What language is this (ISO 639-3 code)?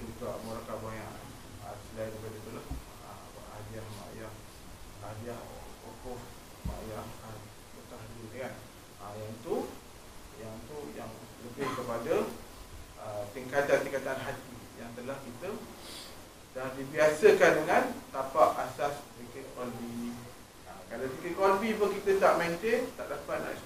msa